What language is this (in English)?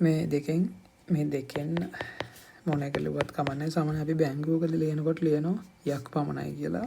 Sinhala